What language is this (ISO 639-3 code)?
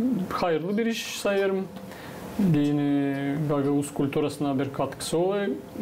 gag